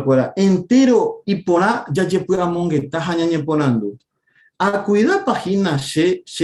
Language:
Guarani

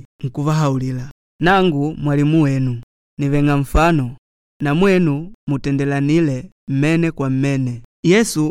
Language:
Makonde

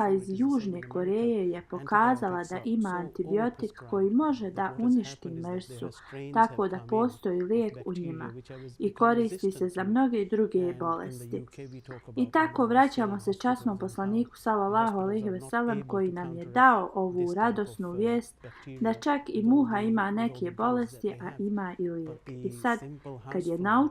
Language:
Bosnian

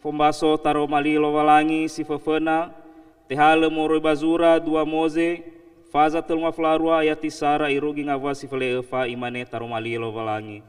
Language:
Nias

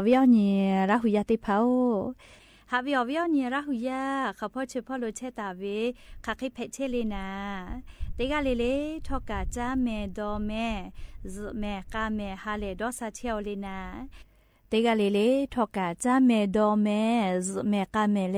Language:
Lahu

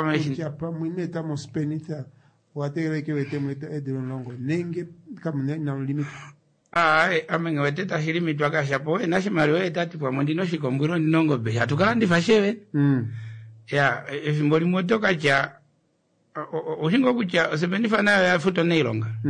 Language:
Kuanyama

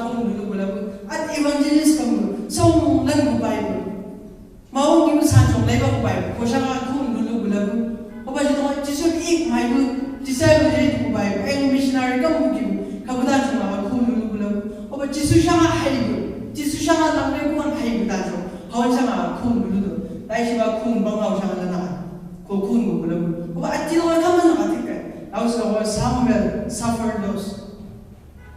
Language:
Chang Naga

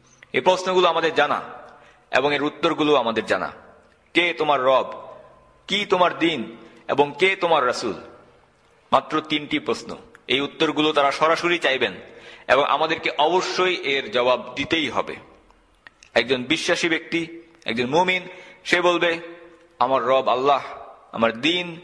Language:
Bangla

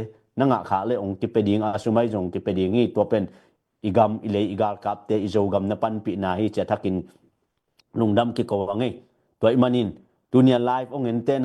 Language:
Tedim Chin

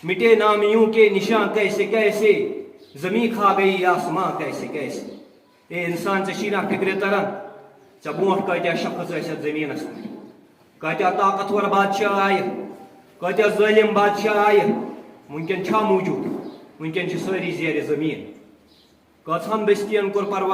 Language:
Kashmiri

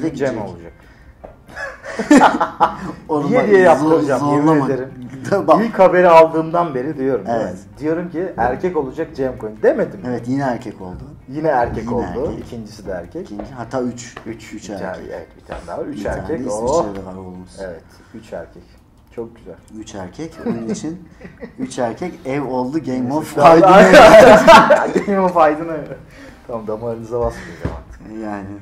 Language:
Turkish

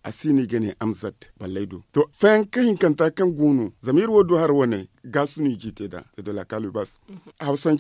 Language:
Zarma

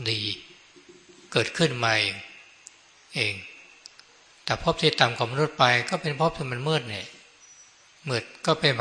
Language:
Thai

